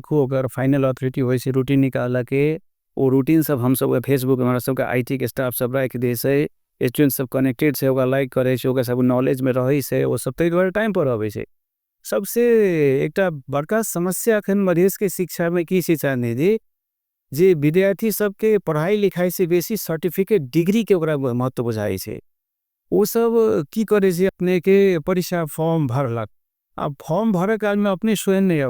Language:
Maithili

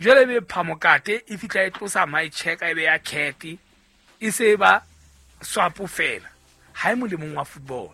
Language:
Southern Sotho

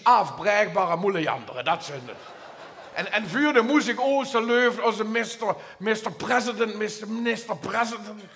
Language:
Limburgish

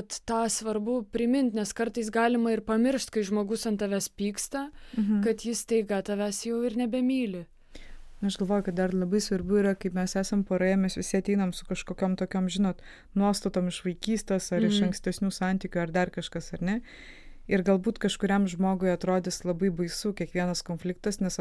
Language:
Lithuanian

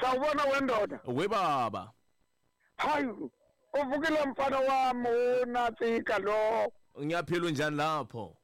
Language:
Tsonga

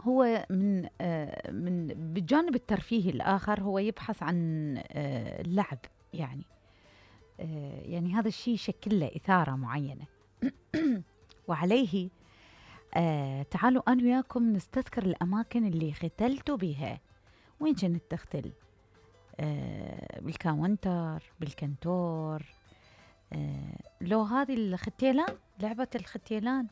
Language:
Mesopotamian Arabic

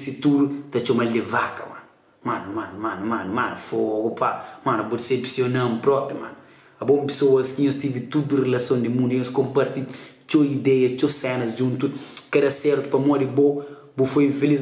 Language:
Kabuverdianu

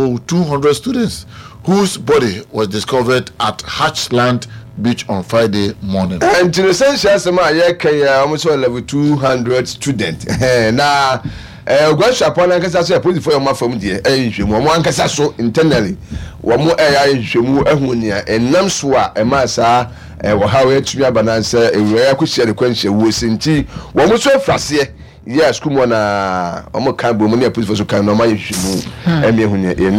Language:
Akan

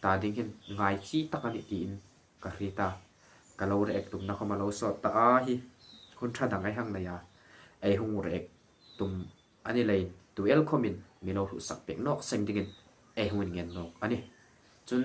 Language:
Hmar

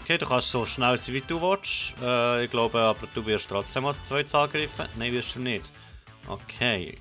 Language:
Swiss German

